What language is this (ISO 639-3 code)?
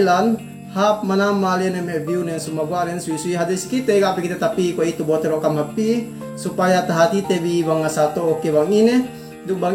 yka